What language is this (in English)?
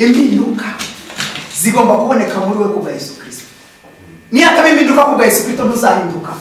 Kinyarwanda